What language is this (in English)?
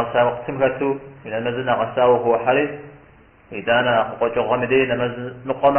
Kabardian